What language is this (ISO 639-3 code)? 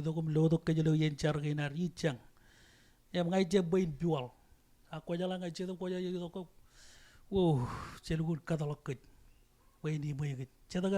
mah